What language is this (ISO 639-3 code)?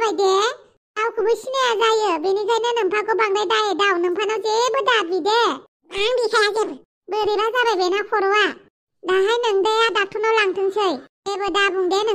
brx